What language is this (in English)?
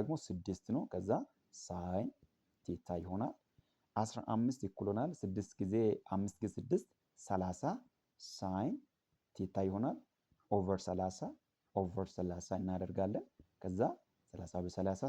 Amharic